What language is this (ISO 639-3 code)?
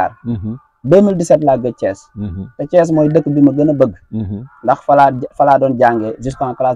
wol